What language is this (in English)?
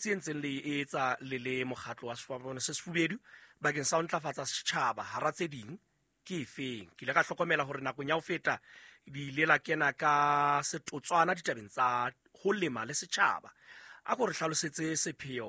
Southern Sotho